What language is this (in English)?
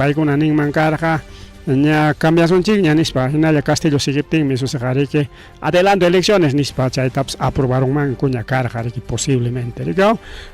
Ayacucho Quechua